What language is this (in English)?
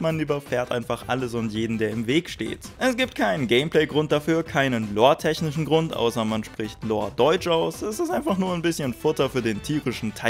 German